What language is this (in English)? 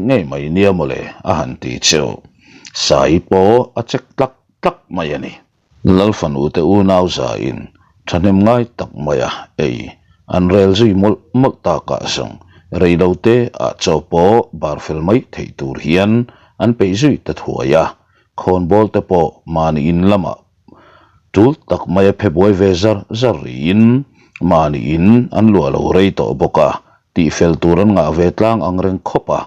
Mizo